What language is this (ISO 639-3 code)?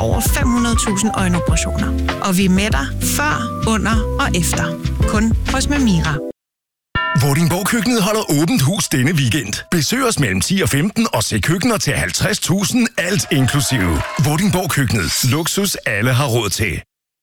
dan